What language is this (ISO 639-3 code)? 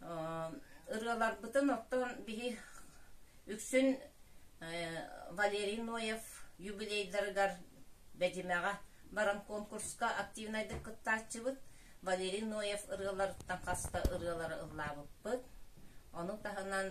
sah